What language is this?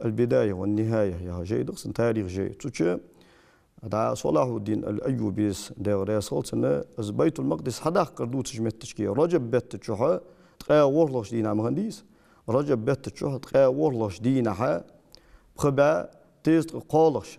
Ingush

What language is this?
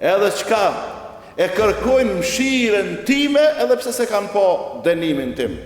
Albanian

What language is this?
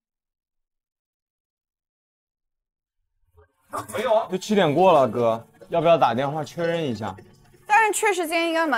Chinese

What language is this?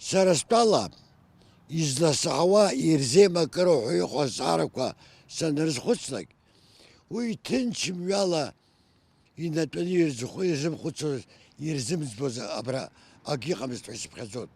Abkhazian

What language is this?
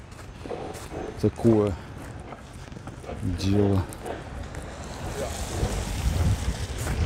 Russian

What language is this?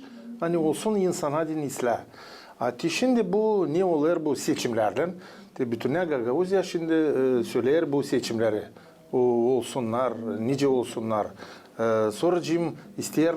Gagauz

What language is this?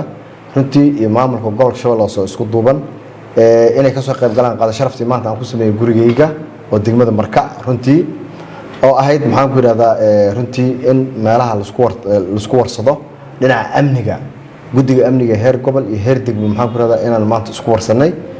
Somali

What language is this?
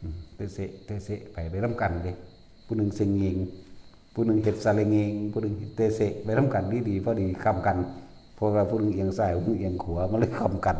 Northeastern Thai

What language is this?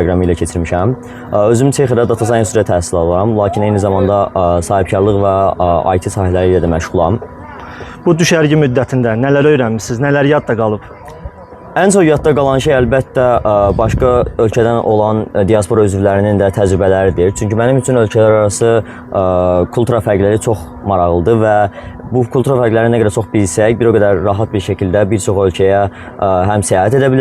Azerbaijani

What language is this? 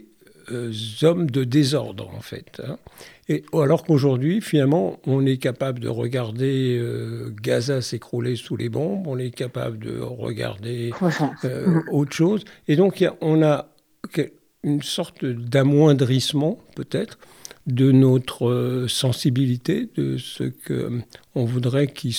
French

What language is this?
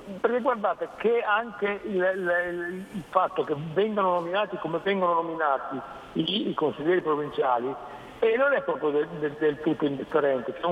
Italian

